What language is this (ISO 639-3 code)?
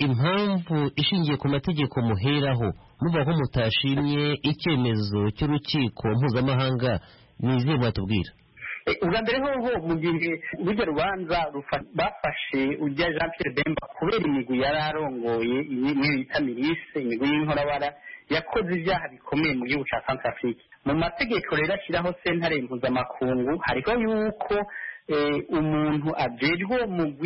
kin